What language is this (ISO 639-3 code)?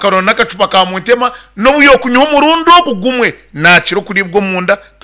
nyn